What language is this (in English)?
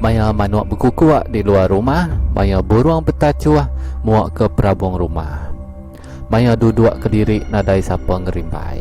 Iban